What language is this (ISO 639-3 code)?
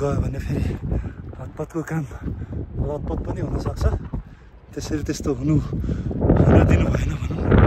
nep